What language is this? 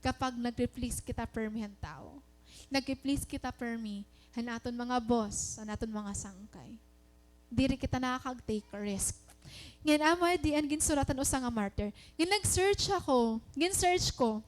Waray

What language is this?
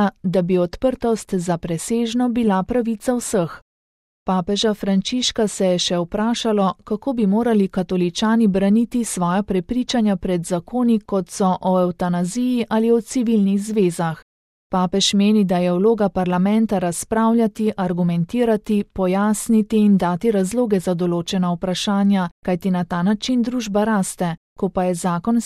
Slovenian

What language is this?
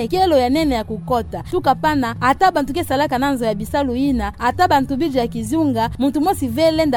Kituba (Democratic Republic of Congo)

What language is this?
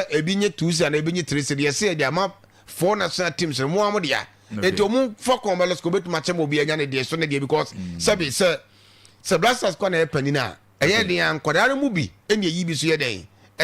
Akan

